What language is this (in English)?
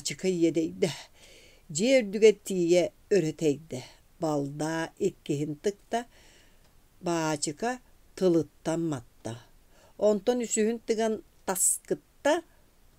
Yakut